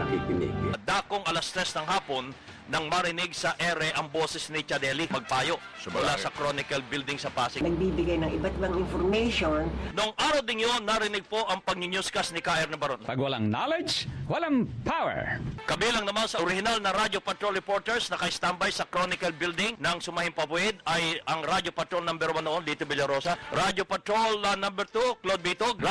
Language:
Filipino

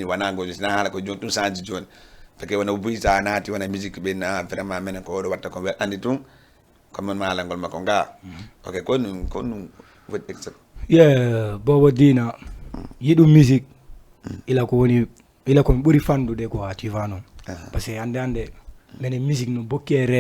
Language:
Fula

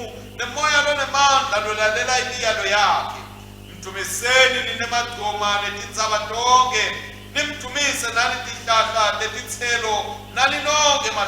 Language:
Swati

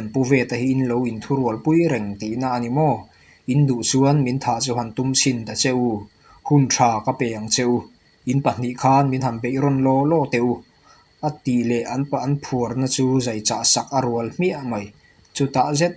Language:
Mizo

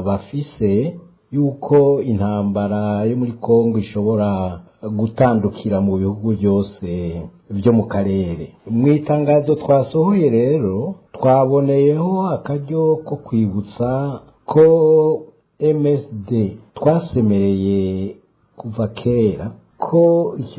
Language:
Rundi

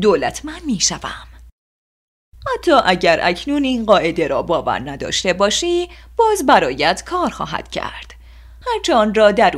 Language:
Persian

